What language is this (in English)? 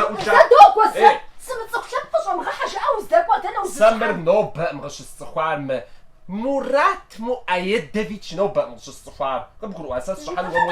Kabardian